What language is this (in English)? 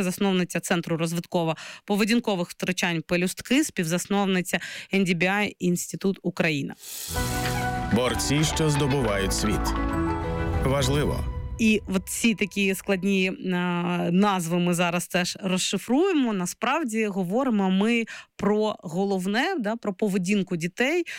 Ukrainian